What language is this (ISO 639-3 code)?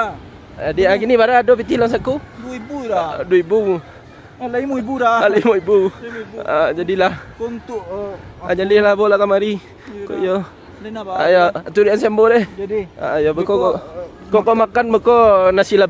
min